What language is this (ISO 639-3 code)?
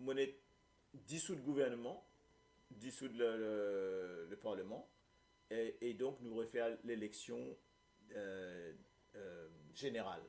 mfe